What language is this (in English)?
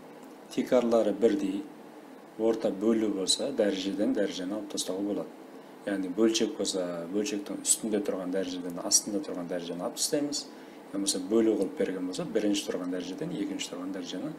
Kara-Kalpak